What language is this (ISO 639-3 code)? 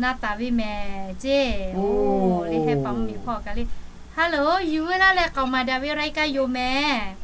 lhu